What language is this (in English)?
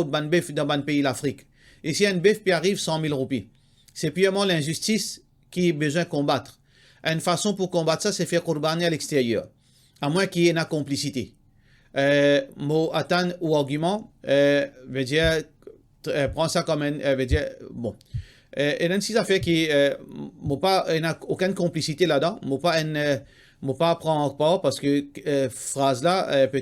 Morisyen